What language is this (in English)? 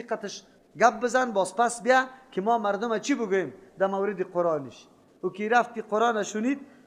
Persian